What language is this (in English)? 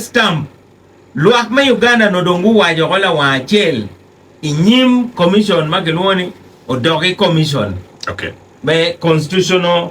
Acoli